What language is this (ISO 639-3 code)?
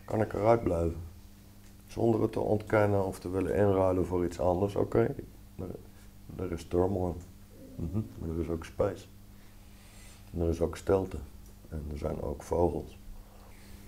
nld